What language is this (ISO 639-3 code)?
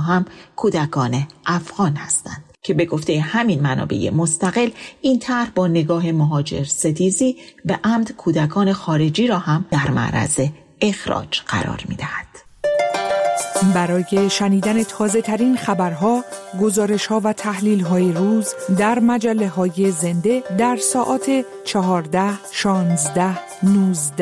fas